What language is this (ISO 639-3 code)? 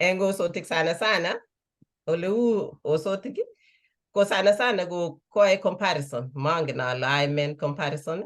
kln